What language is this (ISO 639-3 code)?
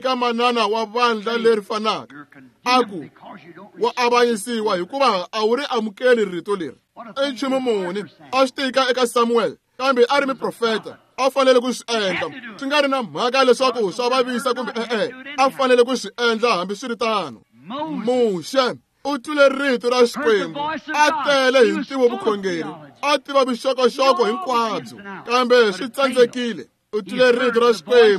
tso